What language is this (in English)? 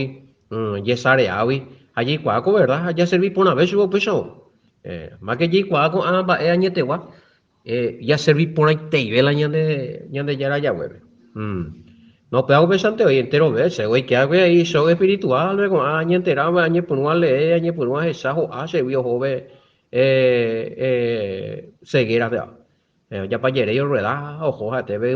Guarani